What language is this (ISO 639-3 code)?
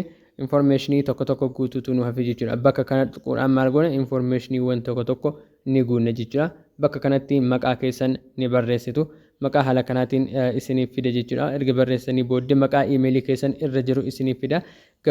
orm